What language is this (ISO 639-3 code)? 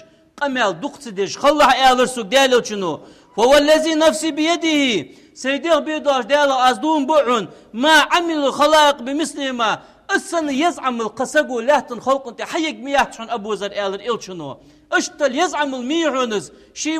inh